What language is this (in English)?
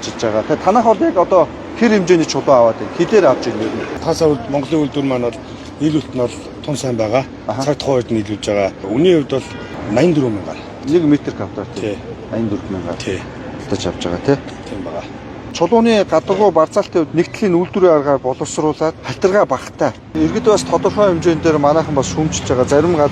Mongolian